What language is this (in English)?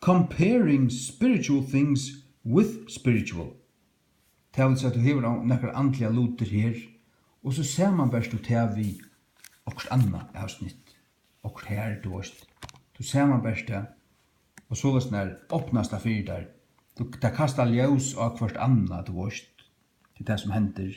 Faroese